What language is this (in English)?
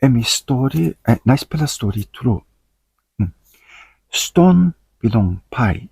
Tok Pisin